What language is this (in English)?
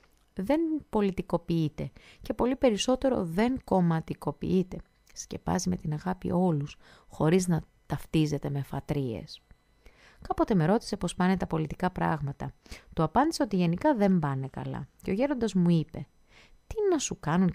Greek